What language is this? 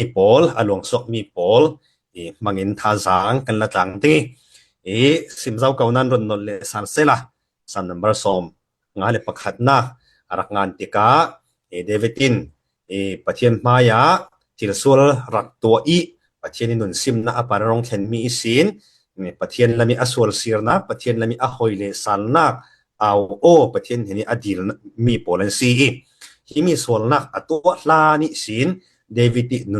Falam Chin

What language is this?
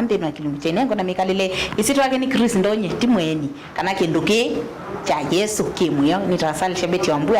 Kamba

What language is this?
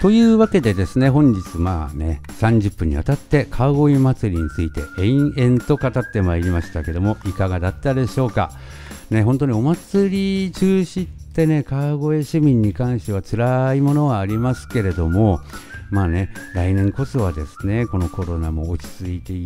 Japanese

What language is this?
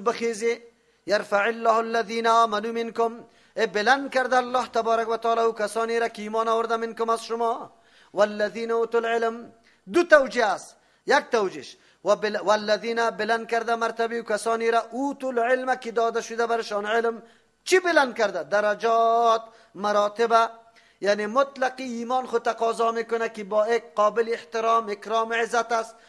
Persian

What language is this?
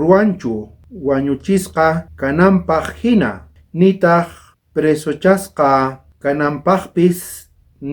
South Bolivian Quechua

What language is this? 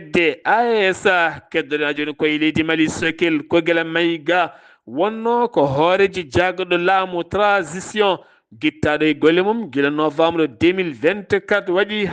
Fula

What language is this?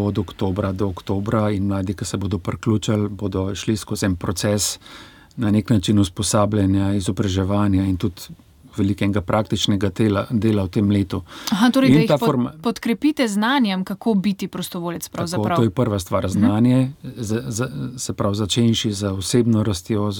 Slovenian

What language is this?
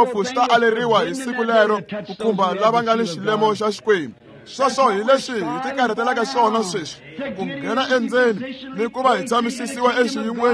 Tsonga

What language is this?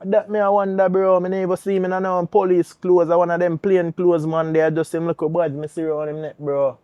Jamaican Creole English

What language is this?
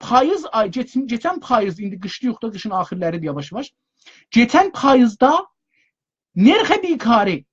South Azerbaijani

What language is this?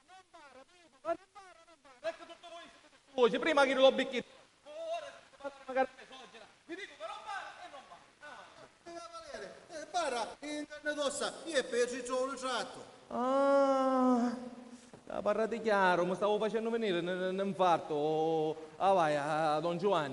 Sicilian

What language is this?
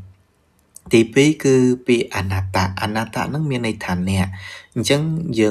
Khmer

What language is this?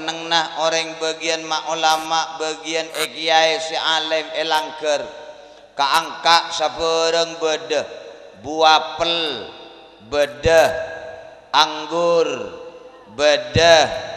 Madurese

